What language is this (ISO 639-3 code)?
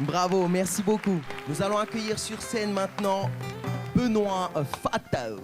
tah